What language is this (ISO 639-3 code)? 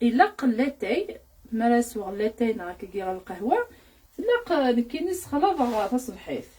kab